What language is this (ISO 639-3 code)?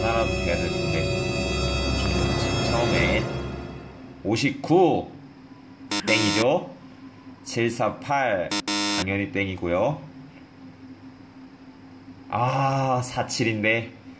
kor